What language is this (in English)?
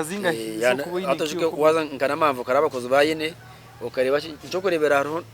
Nyankole